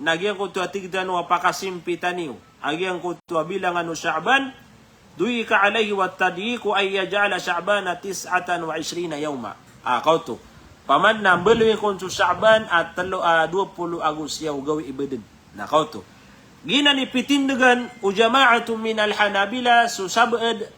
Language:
Maranao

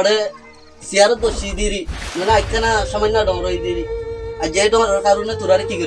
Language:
Rohingya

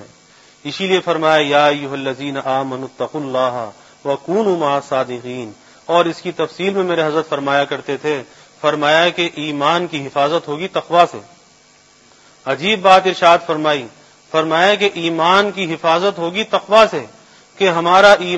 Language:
Urdu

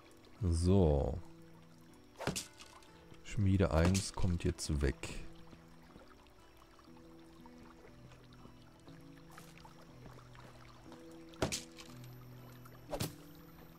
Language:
German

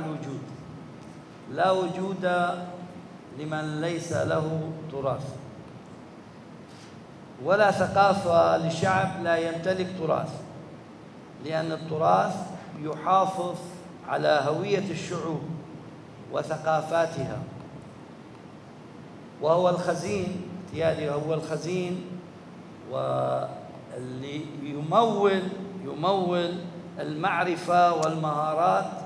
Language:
Arabic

